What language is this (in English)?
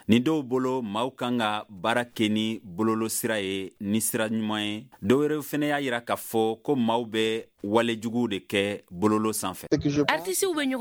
Bambara